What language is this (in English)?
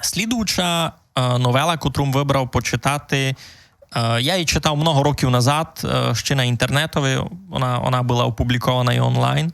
Rusyn